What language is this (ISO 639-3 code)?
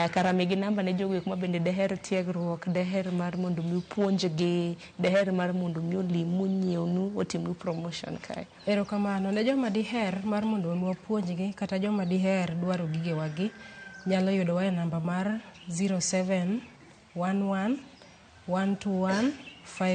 luo